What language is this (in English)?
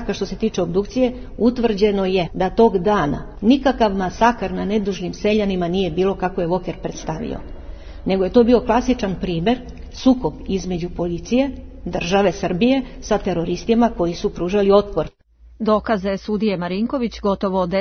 Serbian